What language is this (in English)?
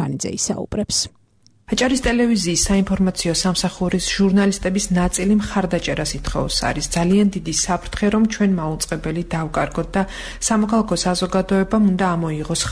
Georgian